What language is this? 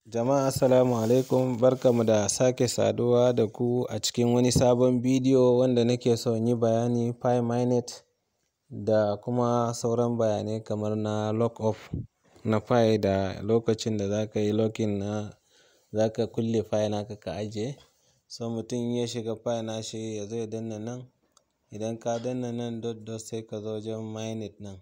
Hausa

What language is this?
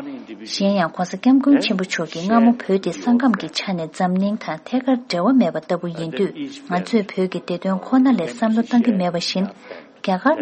Tibetan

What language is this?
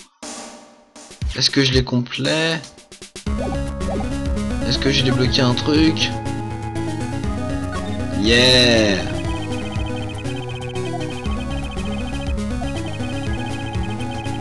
French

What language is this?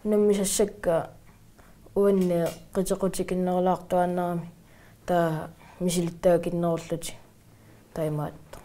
Kalaallisut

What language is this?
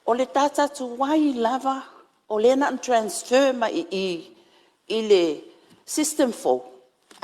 Samoan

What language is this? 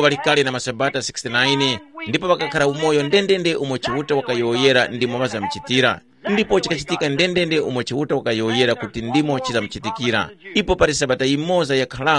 Tumbuka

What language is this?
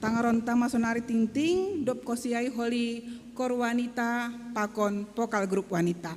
Batak Simalungun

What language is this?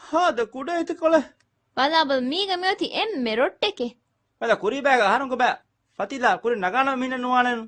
Divehi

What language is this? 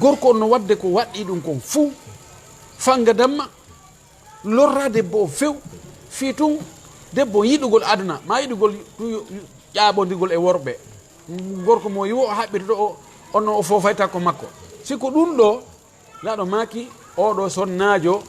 Fula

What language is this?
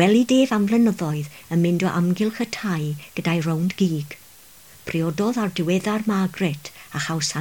Welsh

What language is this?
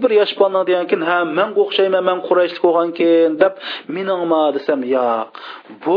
Uyghur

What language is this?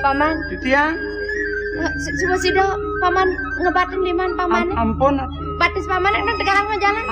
Balinese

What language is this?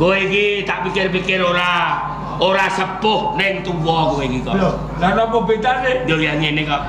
Javanese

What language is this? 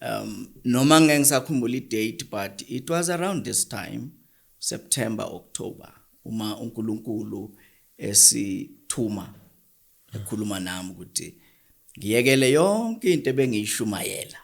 Zulu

